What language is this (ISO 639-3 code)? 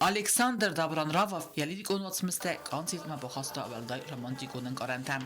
oss